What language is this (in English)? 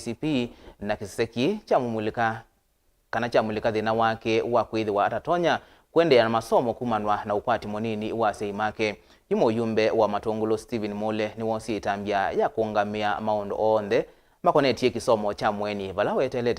Kamba